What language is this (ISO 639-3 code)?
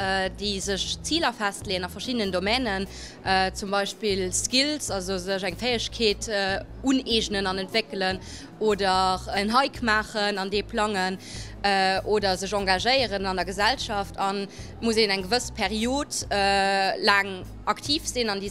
ltz